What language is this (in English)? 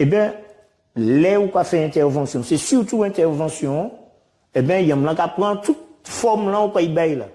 Guadeloupean Creole French